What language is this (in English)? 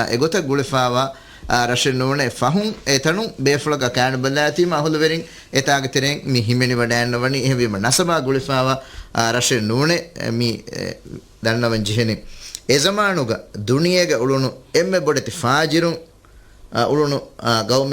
Divehi